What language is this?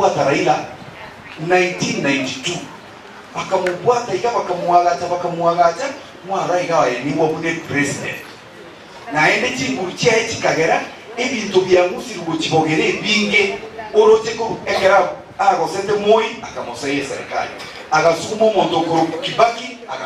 Gusii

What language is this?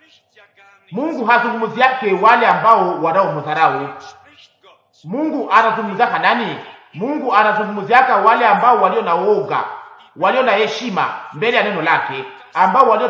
Swahili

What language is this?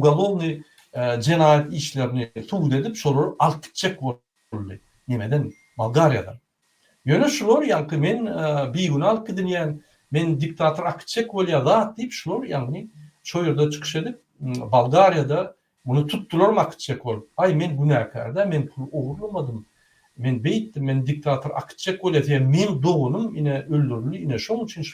Turkmen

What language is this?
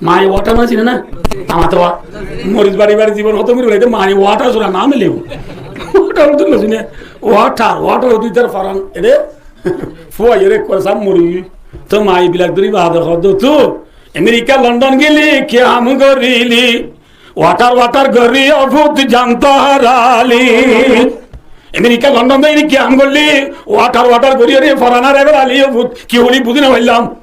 Rohingya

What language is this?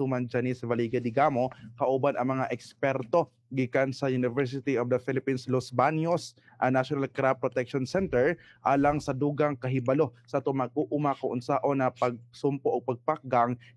Cebuano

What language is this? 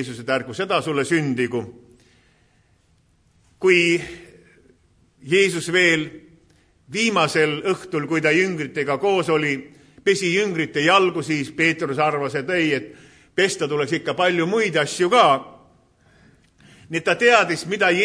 Estonian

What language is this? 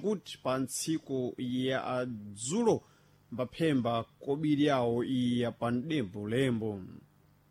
Sena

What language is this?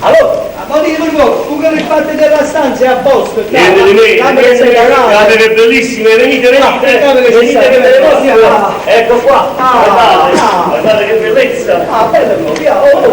Neapolitan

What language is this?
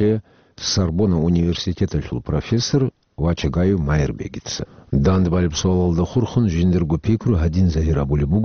Avaric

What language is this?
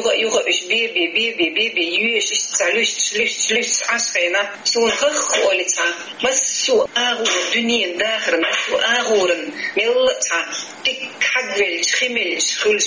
Chechen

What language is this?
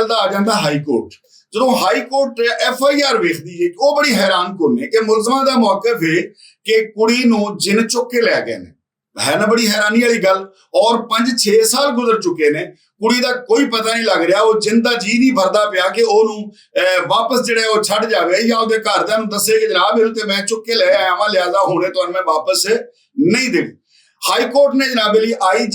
Western Panjabi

